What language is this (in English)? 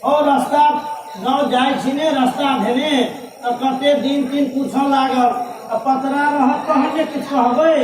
Maithili